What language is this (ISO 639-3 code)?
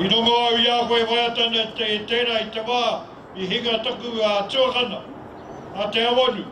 mri